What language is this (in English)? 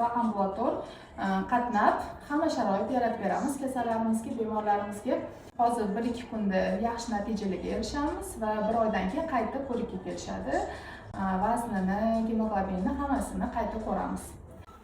Uzbek